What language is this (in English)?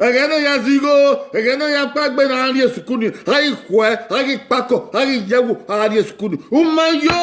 Bini